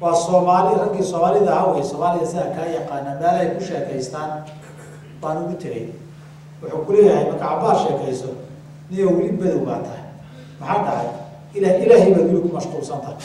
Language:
Somali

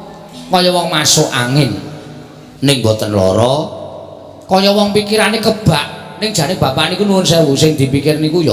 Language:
Javanese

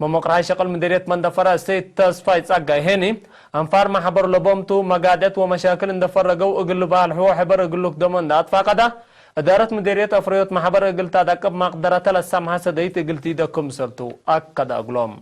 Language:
Tigre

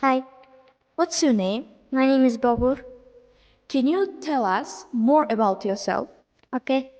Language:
Uzbek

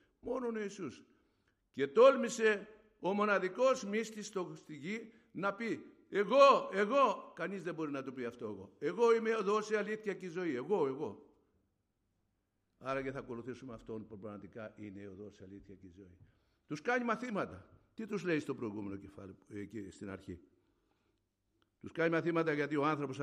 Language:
Greek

